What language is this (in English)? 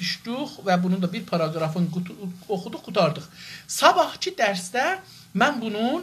South Azerbaijani